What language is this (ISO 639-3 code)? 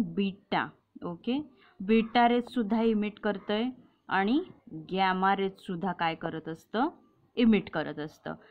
mar